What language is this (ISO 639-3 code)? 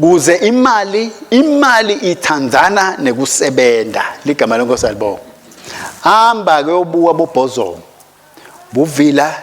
ssw